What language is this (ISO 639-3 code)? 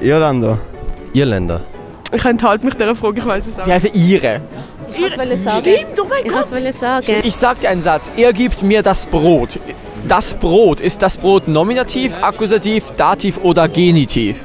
gsw